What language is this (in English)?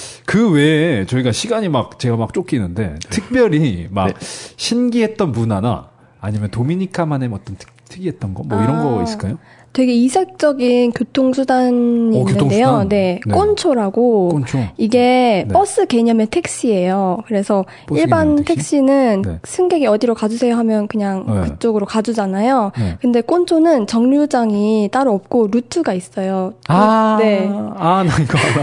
Korean